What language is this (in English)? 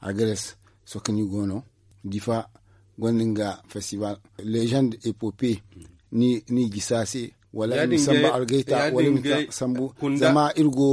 Zarma